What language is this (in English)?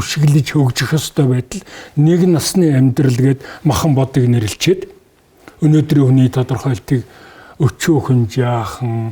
Mongolian